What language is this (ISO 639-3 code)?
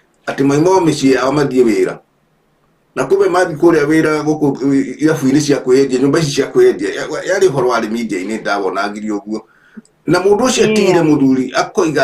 kik